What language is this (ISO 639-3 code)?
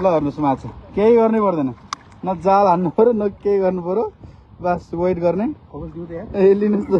nep